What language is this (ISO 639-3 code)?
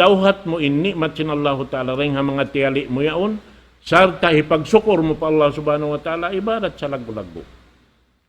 tsg